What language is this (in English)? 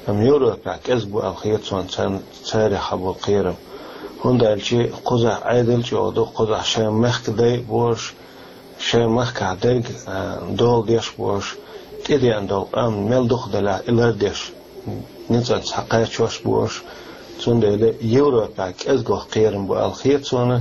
Chechen